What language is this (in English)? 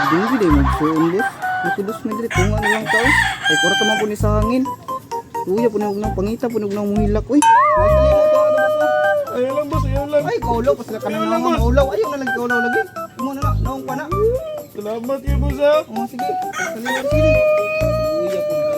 Cebuano